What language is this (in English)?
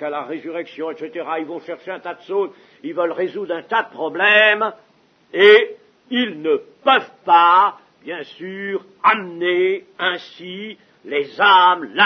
French